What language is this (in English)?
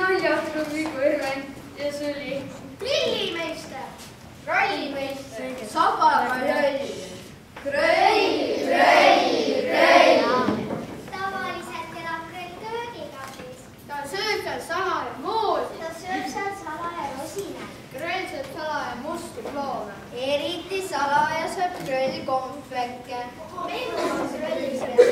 Estonian